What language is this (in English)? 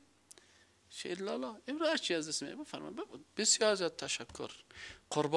Persian